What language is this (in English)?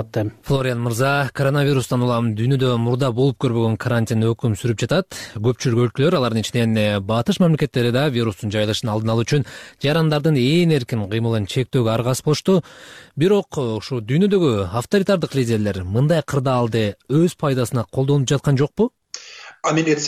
Kyrgyz